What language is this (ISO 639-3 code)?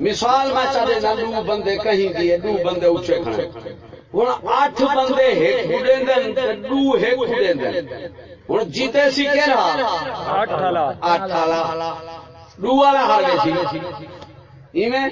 skr